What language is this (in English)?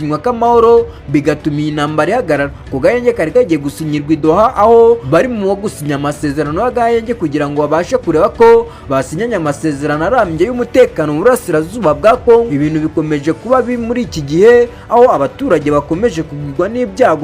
Kinyarwanda